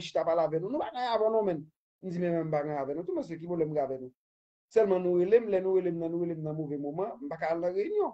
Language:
Haitian Creole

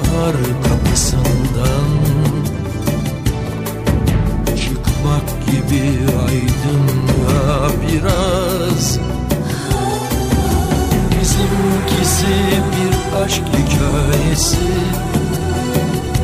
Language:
Turkish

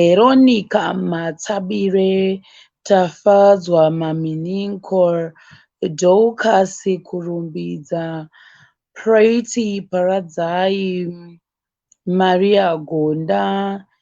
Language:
Shona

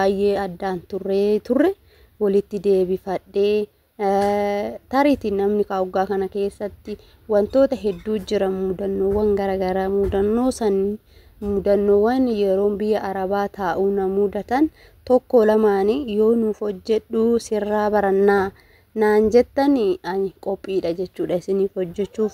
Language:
Oromo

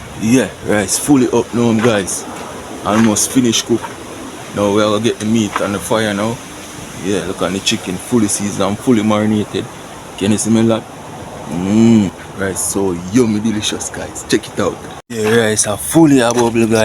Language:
Jamaican Creole English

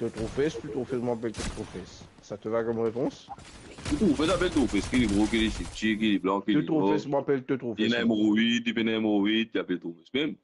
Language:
Morisyen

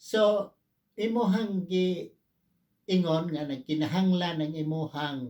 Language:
Cebuano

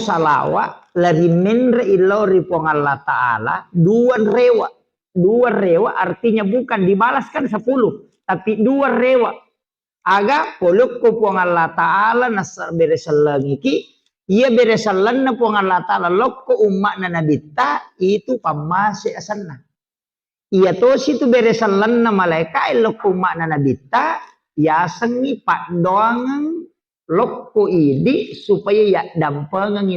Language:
Buginese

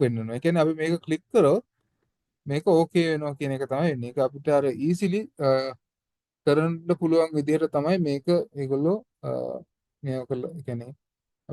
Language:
Sinhala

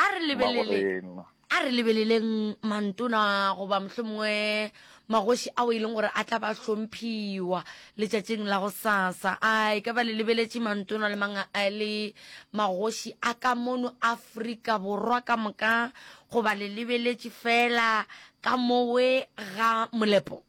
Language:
Northern Sotho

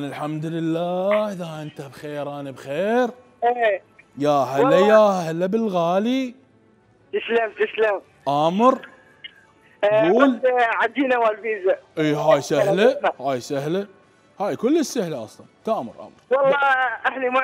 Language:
Mesopotamian Arabic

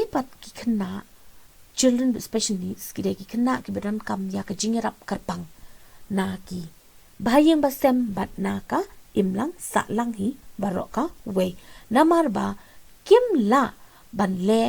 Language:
Khasi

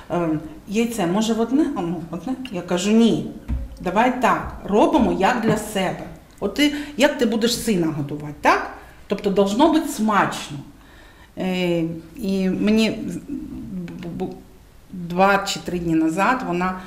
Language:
Ukrainian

